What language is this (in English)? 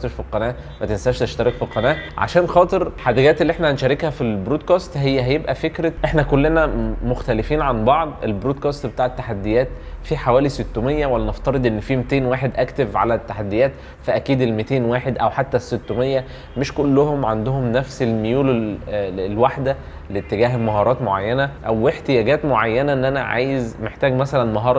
Egyptian Arabic